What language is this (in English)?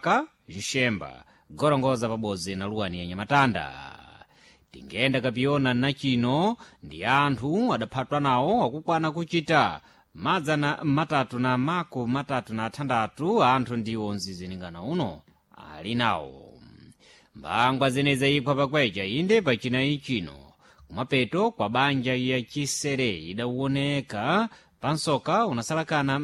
Sena